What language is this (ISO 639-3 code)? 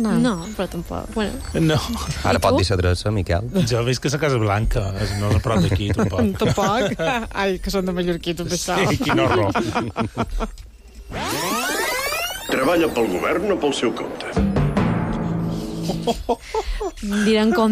cat